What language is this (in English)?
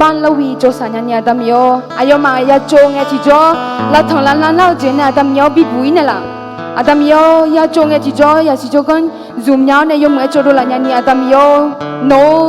Akha